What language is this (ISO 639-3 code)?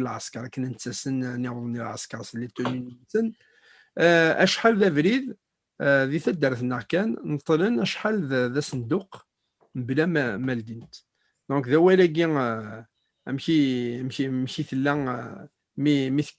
kab